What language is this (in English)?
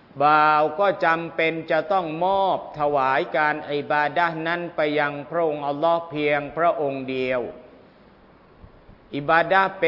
Thai